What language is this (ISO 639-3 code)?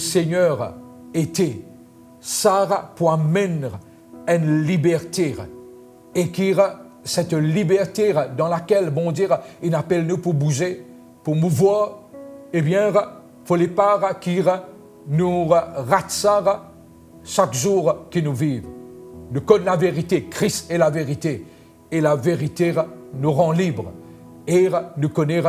mfe